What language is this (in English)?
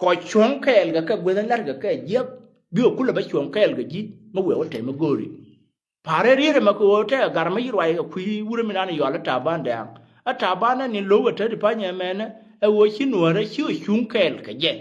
Nuer